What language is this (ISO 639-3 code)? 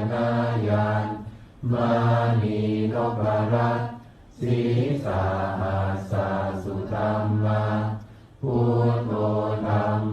pli